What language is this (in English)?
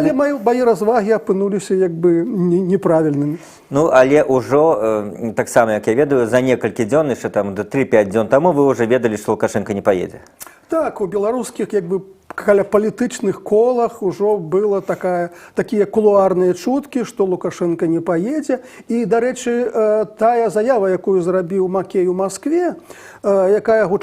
Belarusian